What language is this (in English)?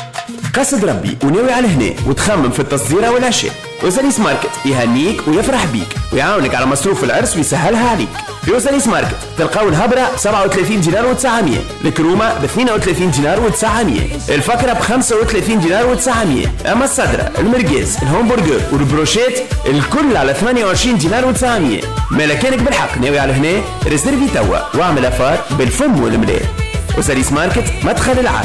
Tunisian Arabic